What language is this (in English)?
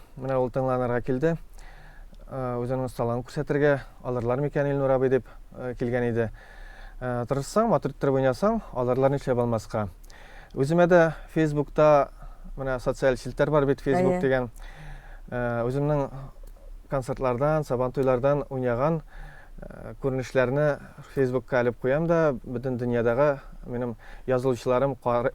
Tatar